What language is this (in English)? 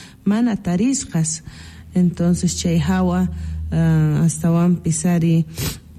South Bolivian Quechua